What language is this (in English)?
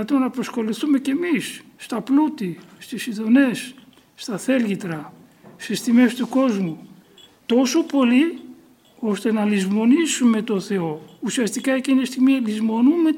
Greek